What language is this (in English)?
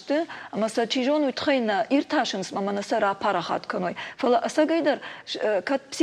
Ossetic